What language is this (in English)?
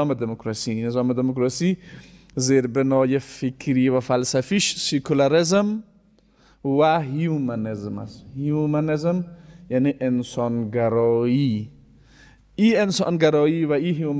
Persian